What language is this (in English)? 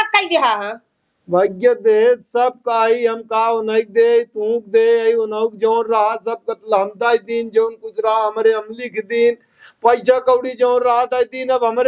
Awadhi